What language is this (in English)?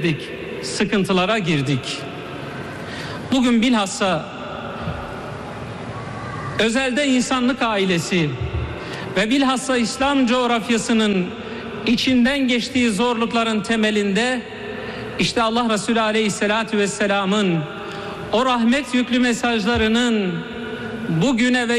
Turkish